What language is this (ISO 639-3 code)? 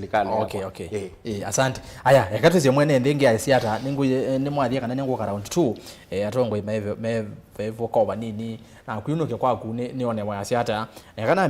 kam